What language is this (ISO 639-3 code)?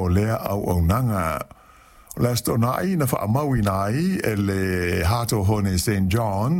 smo